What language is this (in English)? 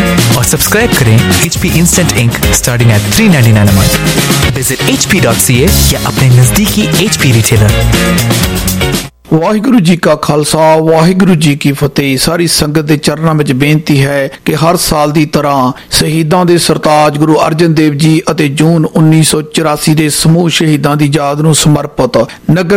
Punjabi